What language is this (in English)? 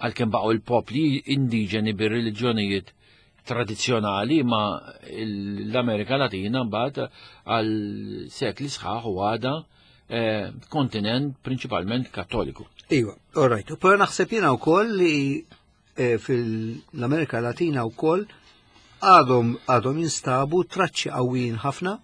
Maltese